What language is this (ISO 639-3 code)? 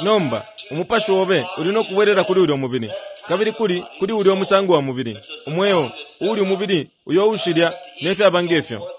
bem